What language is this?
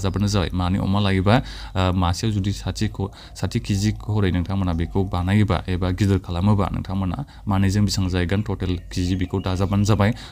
Bodo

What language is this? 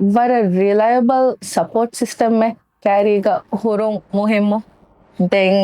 Divehi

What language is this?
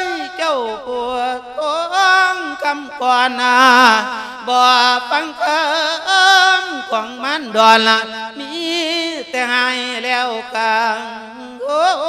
Lao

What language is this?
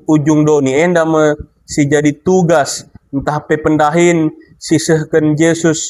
Batak Karo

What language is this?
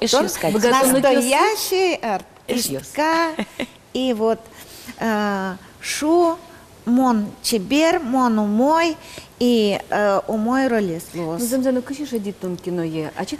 Udmurt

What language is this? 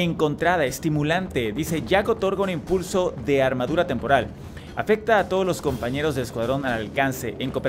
Spanish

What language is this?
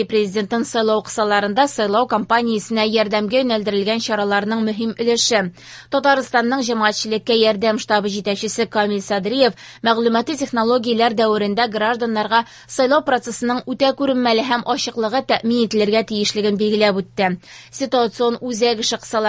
Tatar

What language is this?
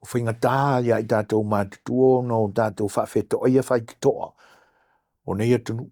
Samoan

